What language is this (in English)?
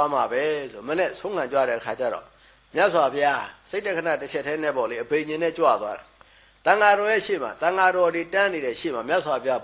Burmese